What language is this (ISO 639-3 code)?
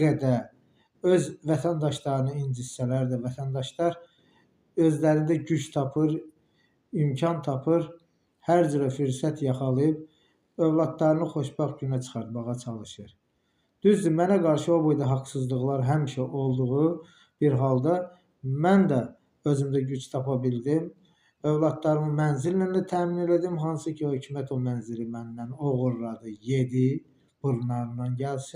aze